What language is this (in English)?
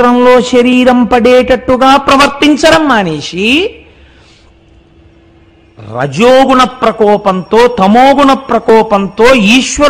Telugu